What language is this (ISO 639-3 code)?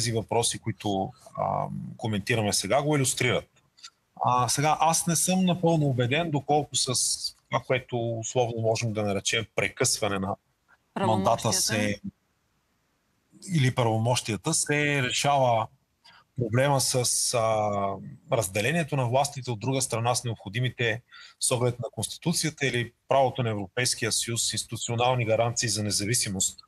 bul